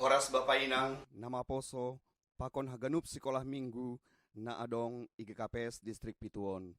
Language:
Batak Simalungun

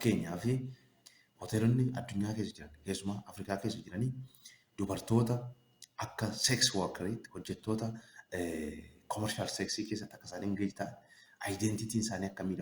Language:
Oromo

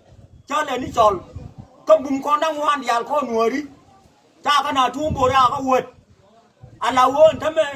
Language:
Nuer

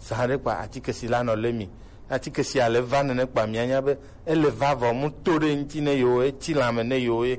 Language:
Gen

